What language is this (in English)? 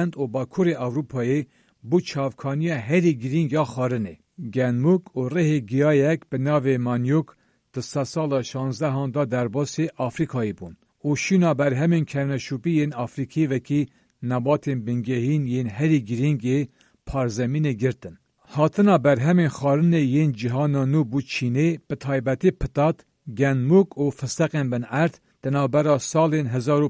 Kurdish